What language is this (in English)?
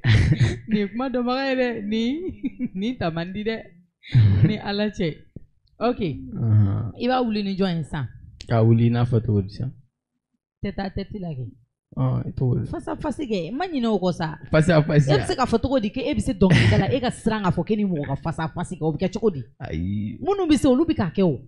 Bambara